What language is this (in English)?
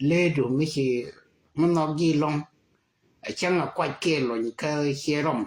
Nuer